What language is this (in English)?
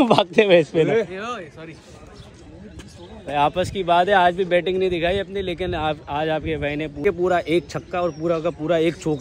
Hindi